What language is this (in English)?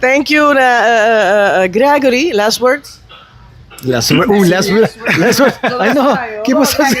Papiamento